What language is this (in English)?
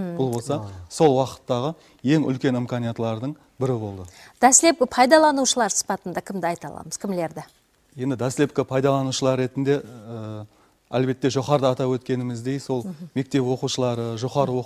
Kara-Kalpak